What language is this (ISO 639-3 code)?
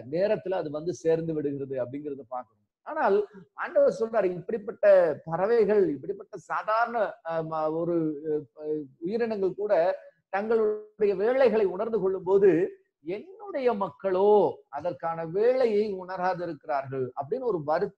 tam